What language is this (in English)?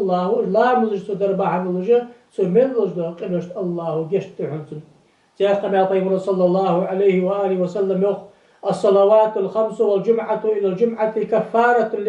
Ingush